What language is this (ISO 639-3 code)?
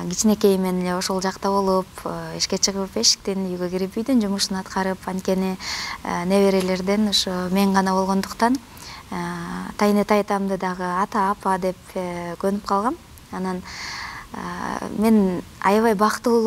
kir